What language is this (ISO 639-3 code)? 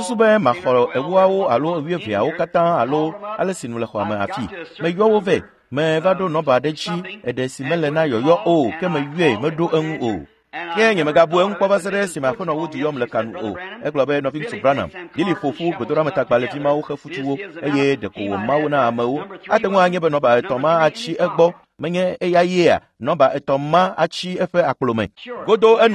ewe